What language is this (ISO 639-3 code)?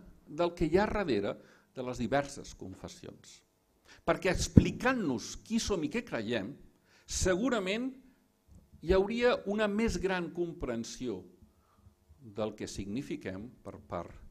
cat